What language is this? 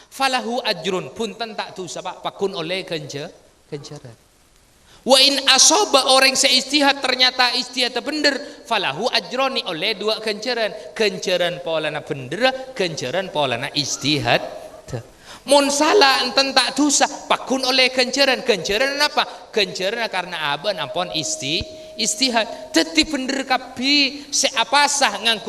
Madurese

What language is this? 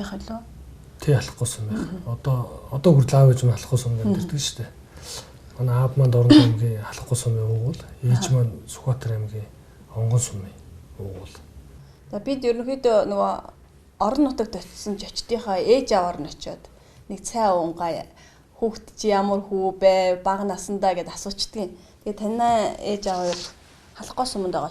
Mongolian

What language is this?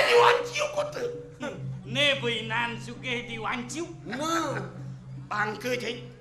Balinese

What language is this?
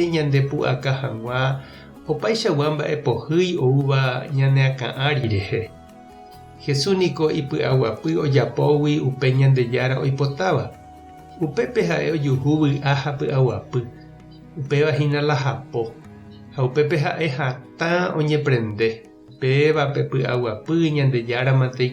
Guarani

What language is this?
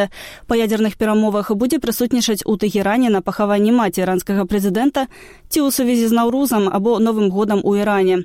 Belarusian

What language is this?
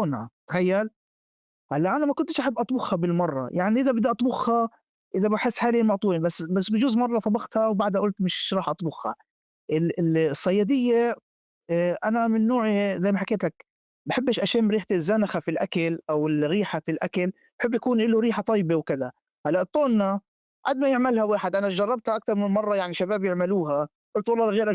North Levantine Arabic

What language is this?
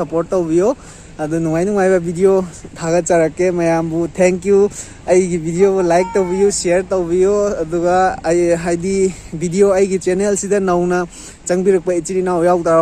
Manipuri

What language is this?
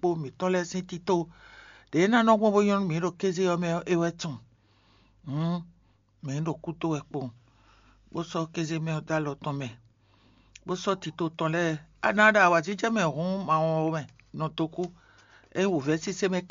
Fon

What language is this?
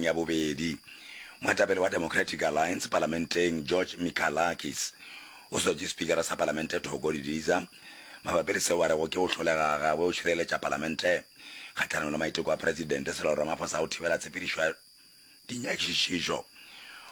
Northern Sotho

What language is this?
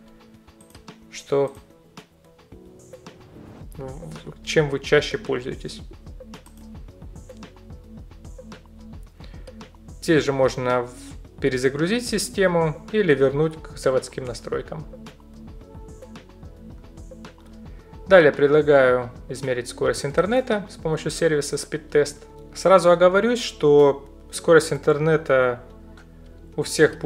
Russian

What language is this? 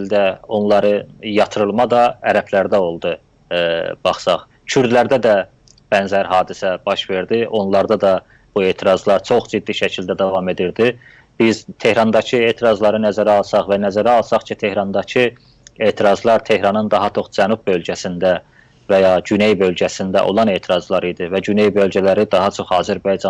South Azerbaijani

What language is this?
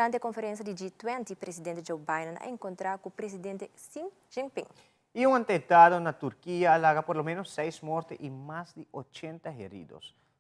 Papiamento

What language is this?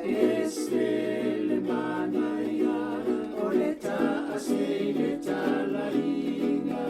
Samoan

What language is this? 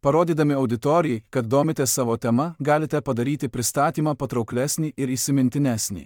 Lithuanian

